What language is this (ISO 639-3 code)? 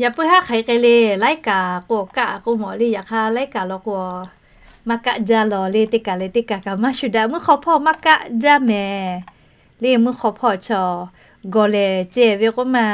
lhu